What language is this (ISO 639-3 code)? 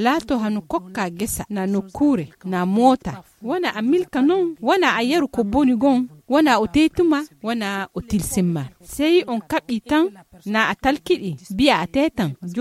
fuv